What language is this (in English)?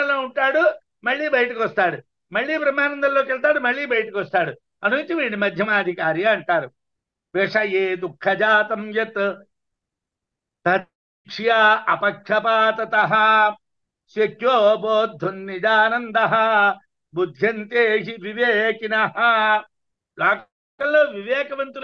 Telugu